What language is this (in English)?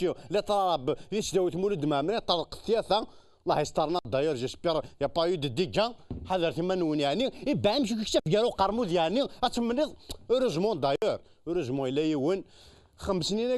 Kabyle